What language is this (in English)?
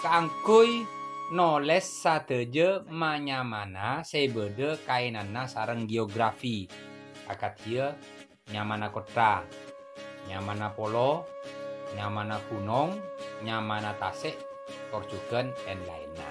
Madurese